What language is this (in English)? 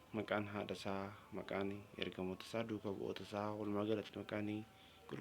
Oromo